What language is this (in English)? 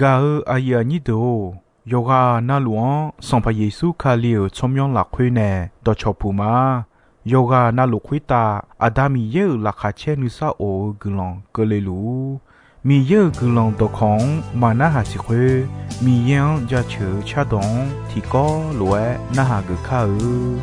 Akha